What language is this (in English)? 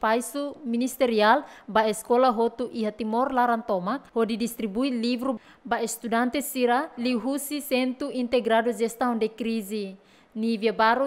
Tetum